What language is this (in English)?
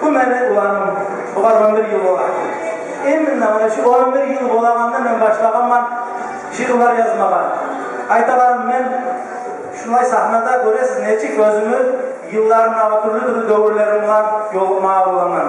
Kumyk